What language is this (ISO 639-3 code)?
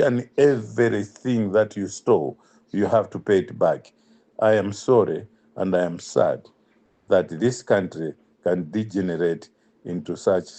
eng